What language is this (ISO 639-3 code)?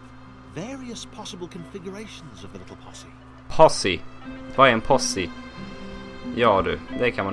swe